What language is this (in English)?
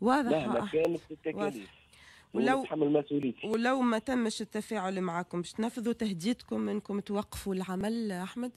Tunisian Arabic